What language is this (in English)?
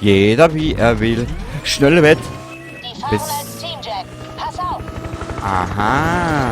Bavarian